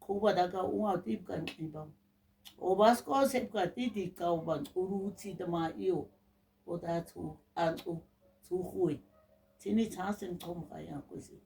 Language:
Nama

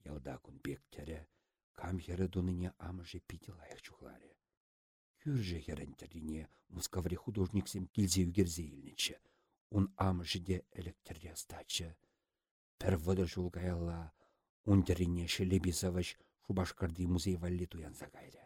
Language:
Chuvash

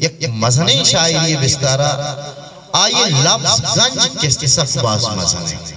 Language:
Eastern Balochi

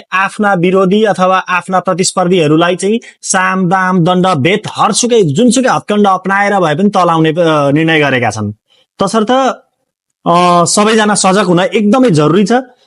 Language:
Nepali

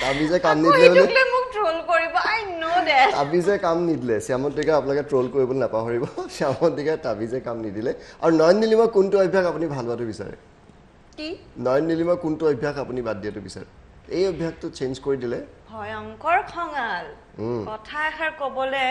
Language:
Assamese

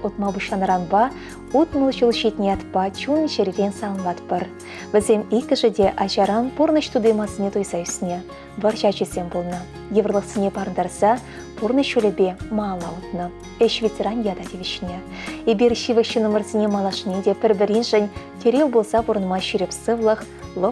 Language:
Chuvash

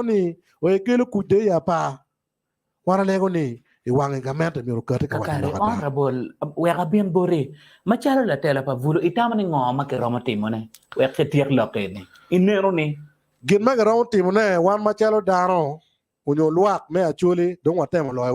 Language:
Acoli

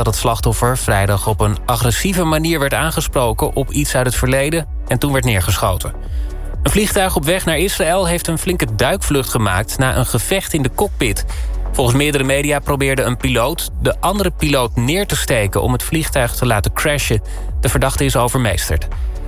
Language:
Dutch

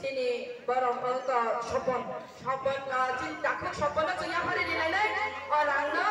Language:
Kok Borok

